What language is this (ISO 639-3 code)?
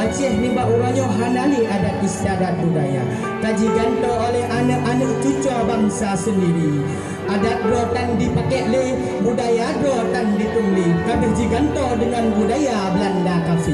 ace